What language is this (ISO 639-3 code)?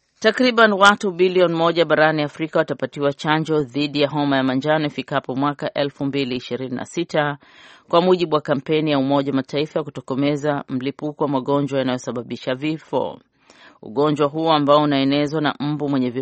swa